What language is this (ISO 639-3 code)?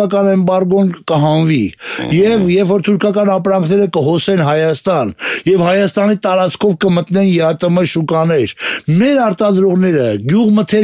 hye